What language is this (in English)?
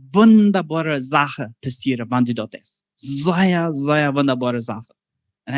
Plautdietsch